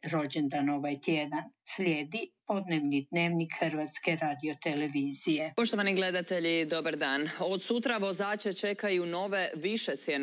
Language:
Croatian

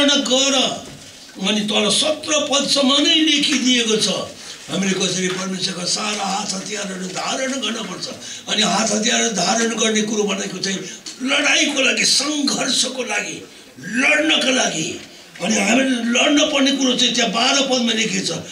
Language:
Nepali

